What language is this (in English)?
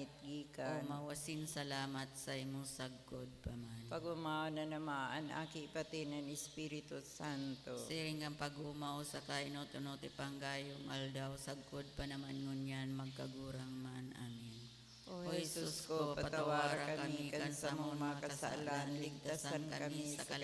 Bikol